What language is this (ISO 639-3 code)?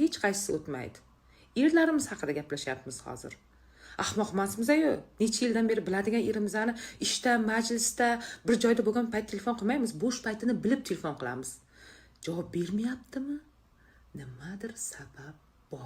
uzb